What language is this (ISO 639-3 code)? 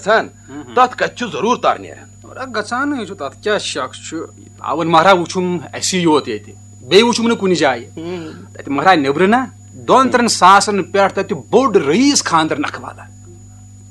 kas